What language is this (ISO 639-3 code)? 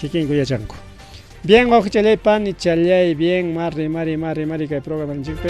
quy